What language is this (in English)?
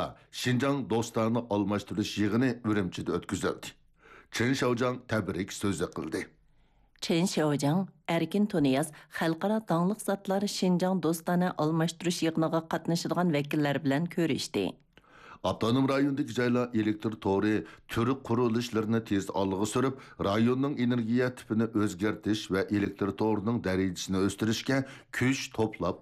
Uyghur